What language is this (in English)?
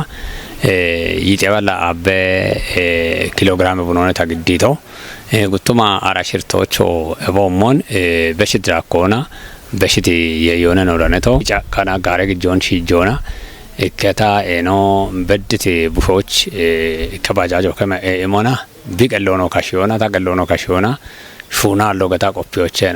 Kafa